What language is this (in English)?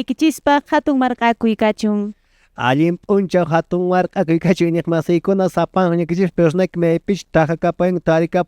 Quechua